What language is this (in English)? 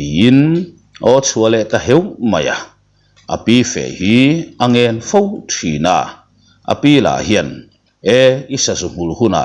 Mizo